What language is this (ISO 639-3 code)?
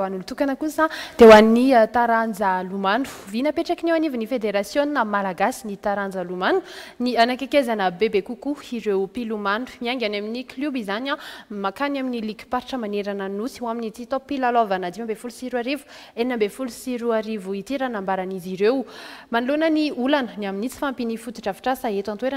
mlg